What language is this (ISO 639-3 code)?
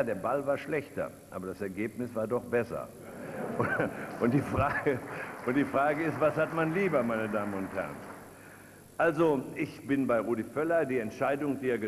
deu